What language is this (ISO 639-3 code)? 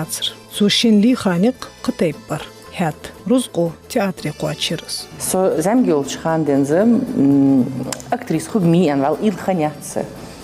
inh